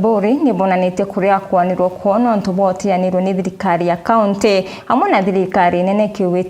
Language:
Meru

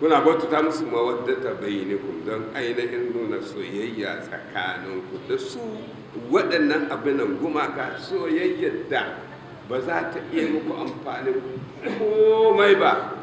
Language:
Hausa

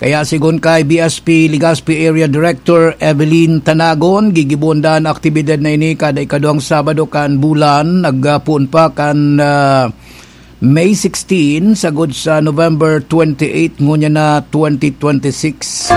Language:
Bikol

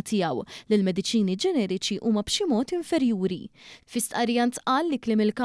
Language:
Maltese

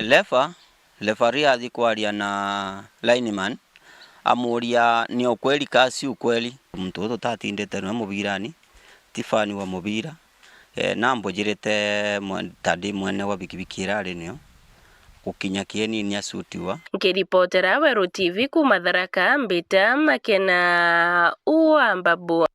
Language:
Meru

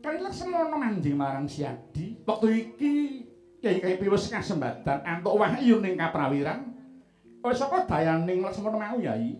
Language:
Javanese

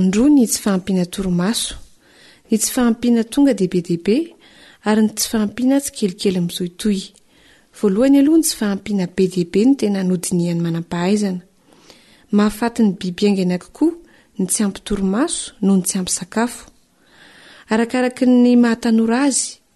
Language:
Malagasy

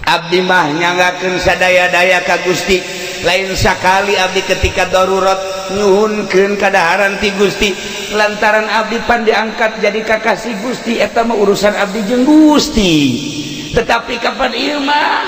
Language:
Sundanese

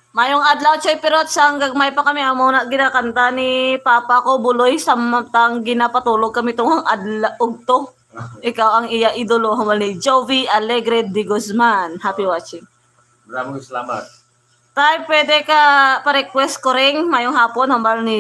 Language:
Hiligaynon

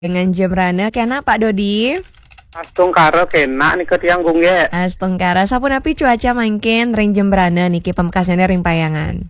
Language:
Balinese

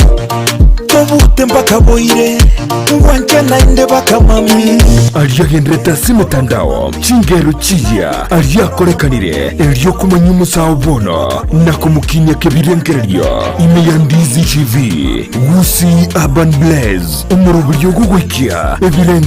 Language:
Gusii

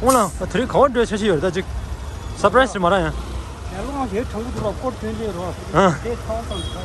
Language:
Tibetan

